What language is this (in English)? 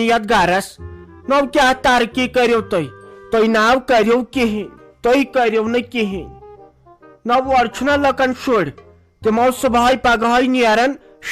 Kashmiri